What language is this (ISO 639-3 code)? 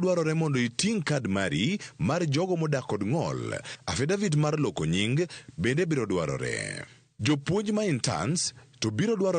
luo